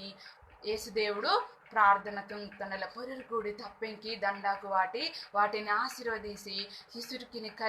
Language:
Koya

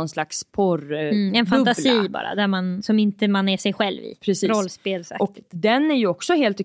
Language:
Swedish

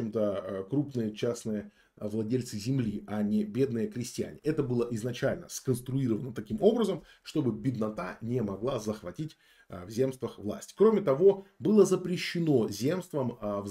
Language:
Russian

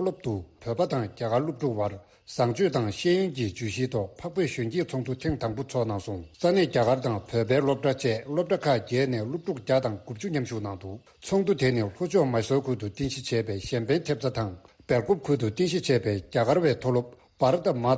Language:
Tibetan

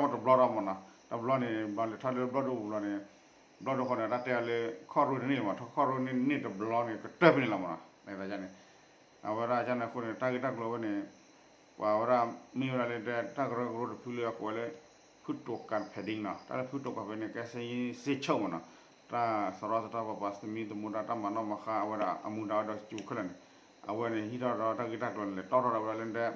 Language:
S'gaw Karen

